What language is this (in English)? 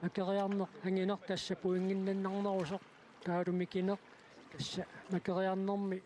Kalaallisut